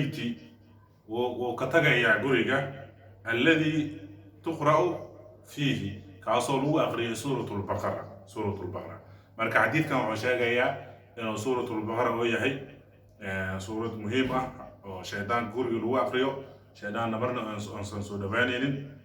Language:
Somali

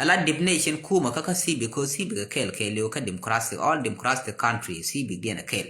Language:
Nuer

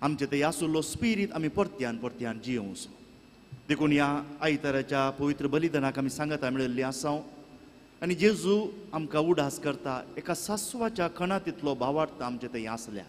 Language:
Konkani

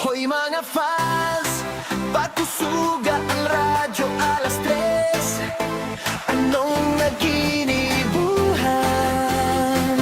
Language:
Bikol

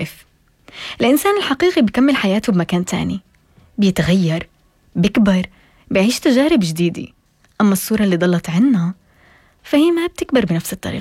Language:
North Levantine Arabic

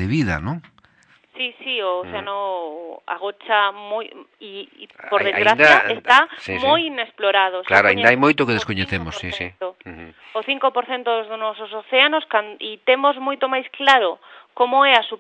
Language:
Galician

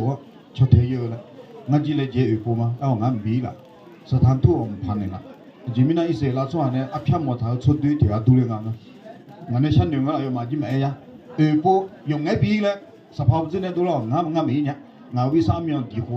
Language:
Akha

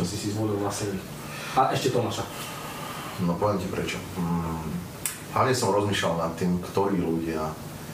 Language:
Slovak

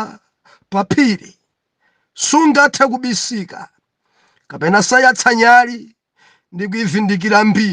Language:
Nyanja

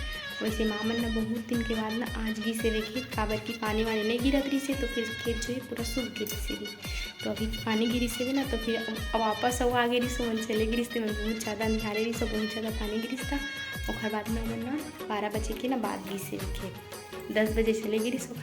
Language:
Chhattisgarhi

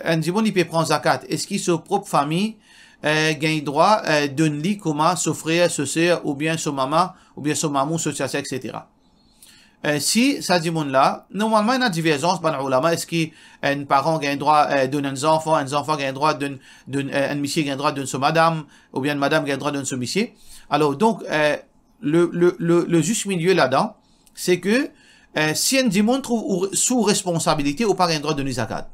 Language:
Morisyen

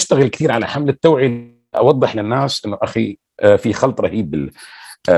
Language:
North Levantine Arabic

